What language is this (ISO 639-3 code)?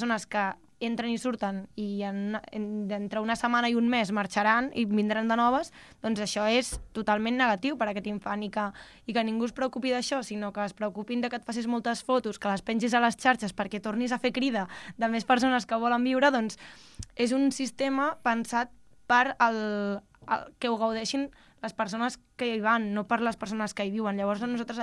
cat